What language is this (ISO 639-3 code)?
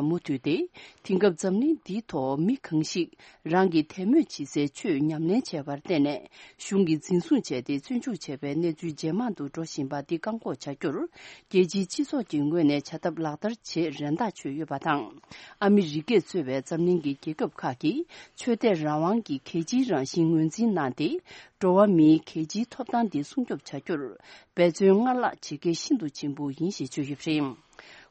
bod